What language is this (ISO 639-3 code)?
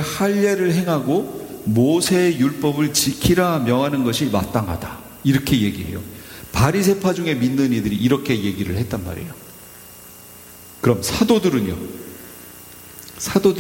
kor